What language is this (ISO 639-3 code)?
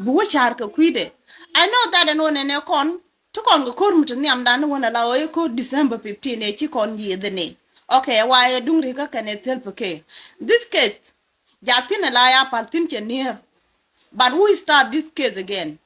nus